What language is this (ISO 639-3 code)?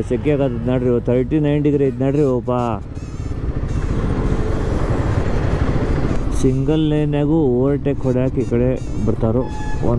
kan